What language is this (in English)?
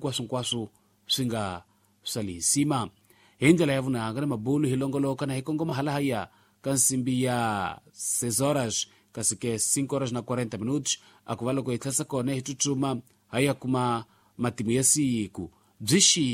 Tsonga